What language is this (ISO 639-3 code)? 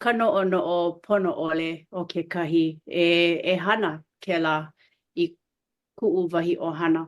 haw